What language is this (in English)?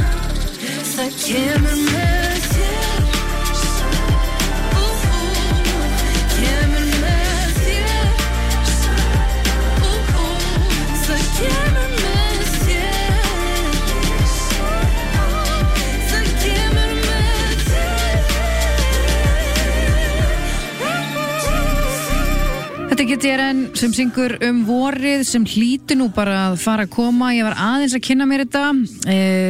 Icelandic